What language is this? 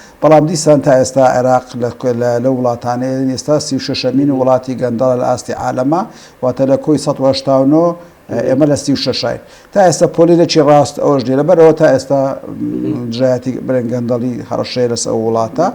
Central Kurdish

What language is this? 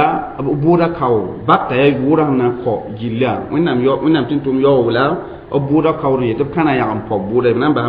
Mossi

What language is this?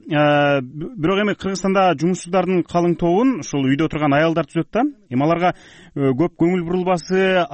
Kyrgyz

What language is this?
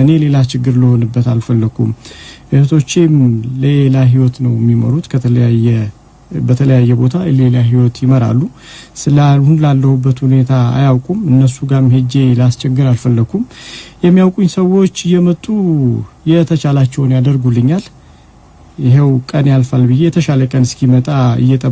Amharic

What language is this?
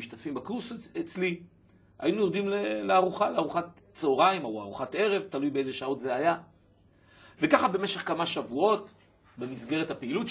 Hebrew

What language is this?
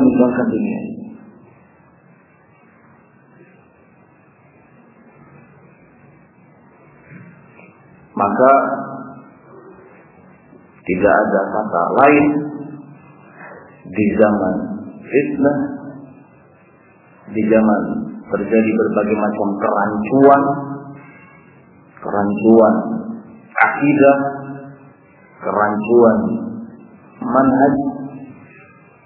Indonesian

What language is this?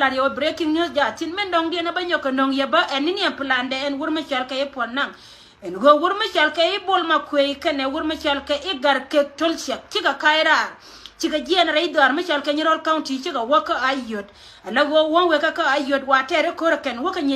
Nuer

